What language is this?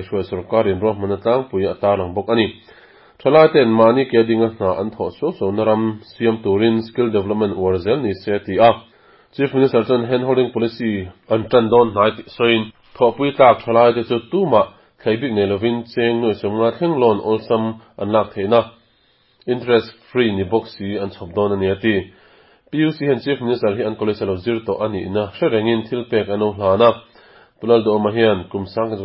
Mizo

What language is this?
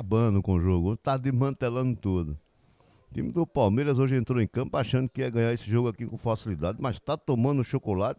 Portuguese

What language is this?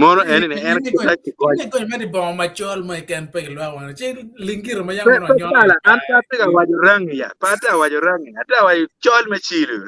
Acoli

